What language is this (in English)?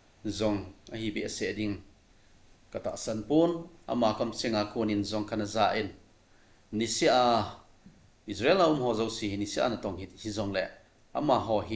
Thado Chin